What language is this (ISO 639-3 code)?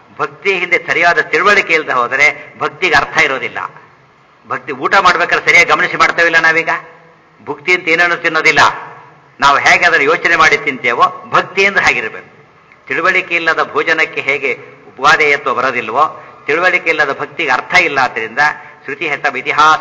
kan